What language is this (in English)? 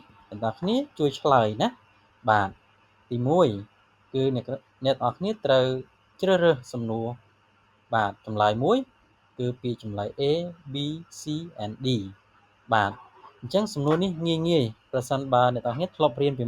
Khmer